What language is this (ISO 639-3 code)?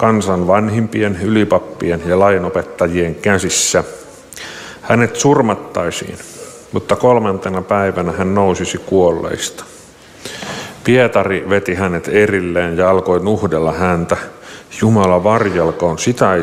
fin